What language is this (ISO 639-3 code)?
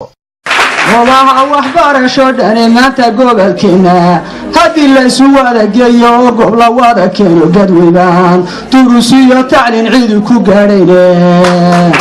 som